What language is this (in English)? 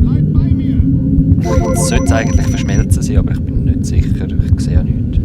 Swiss German